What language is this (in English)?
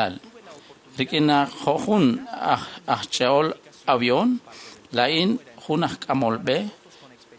Kekchí